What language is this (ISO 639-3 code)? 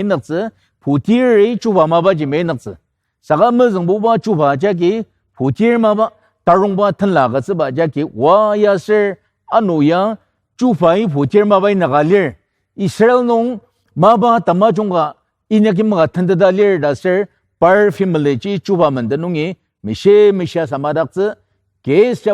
njo